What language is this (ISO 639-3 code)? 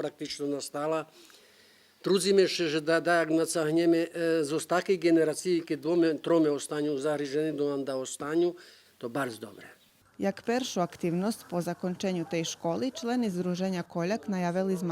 rue